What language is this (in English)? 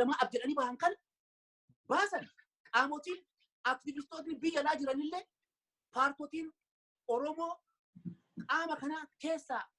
Oromo